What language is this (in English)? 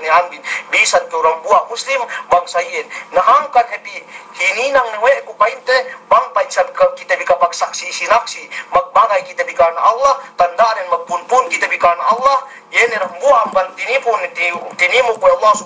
Yakan